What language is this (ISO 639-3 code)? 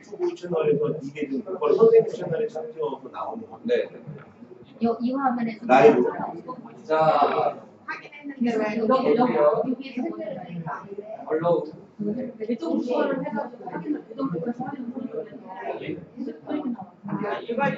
kor